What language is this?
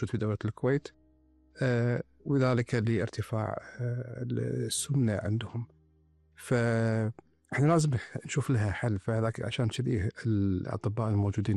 Gulf Arabic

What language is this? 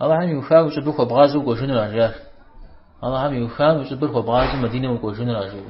Kabardian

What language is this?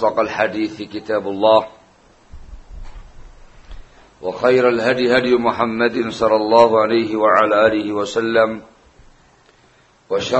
Indonesian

